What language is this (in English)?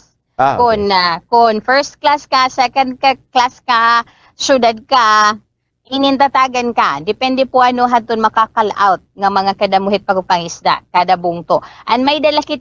Waray